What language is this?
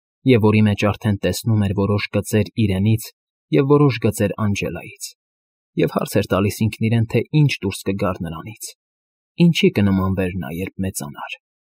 Armenian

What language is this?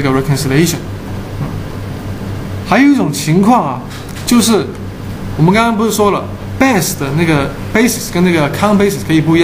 Chinese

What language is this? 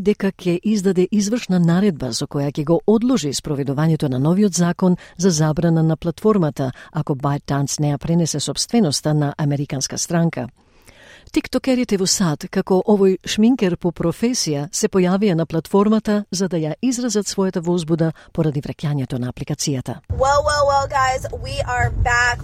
Macedonian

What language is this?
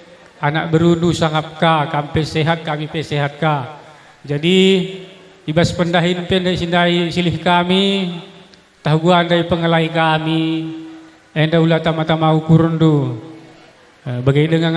Batak Karo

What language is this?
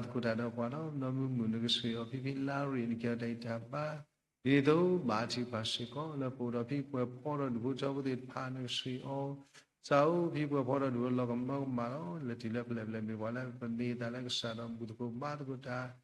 S'gaw Karen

